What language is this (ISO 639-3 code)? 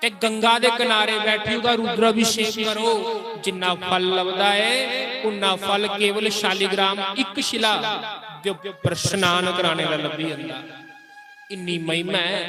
doi